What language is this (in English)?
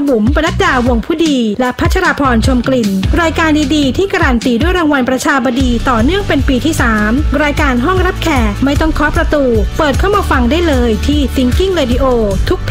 Thai